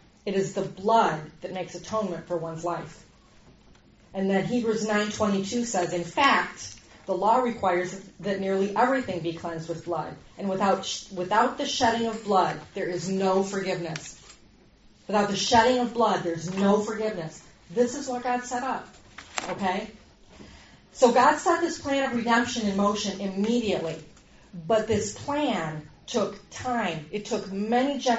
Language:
English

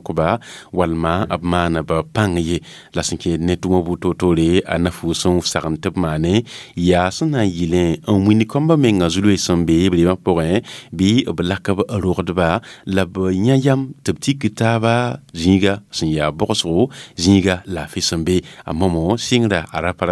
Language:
Mossi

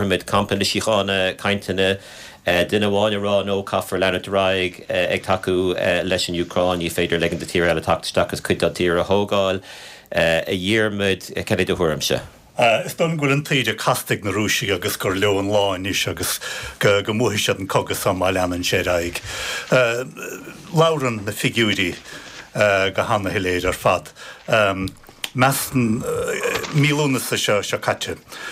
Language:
Irish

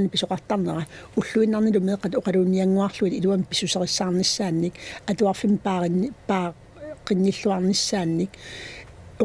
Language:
Kalaallisut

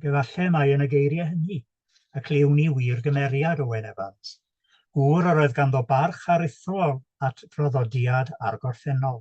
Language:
Welsh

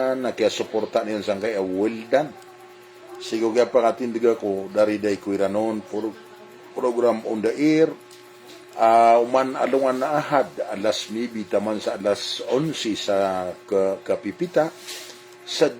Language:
Maranao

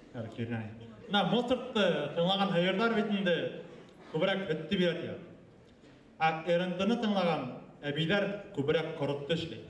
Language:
Bashkir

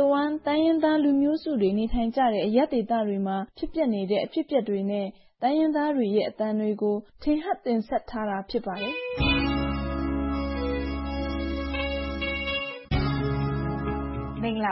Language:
Burmese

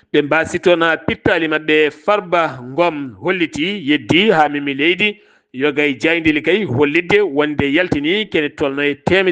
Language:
Fula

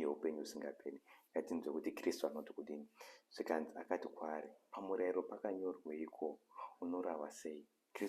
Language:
Shona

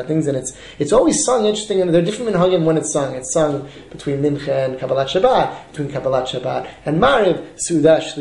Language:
English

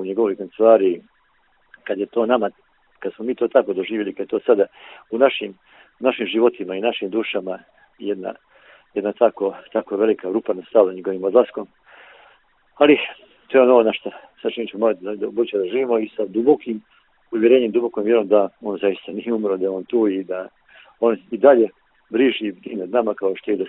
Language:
Bosnian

